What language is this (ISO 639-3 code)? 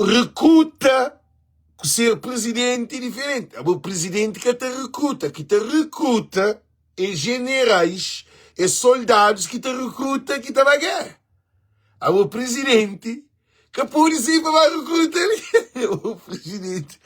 kea